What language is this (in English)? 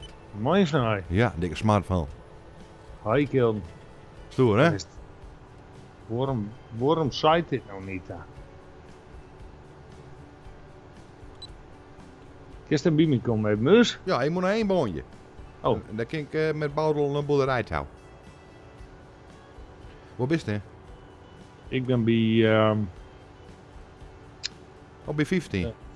Dutch